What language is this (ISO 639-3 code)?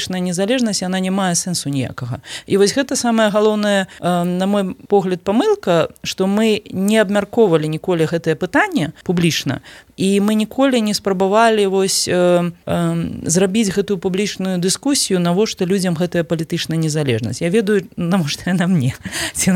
bel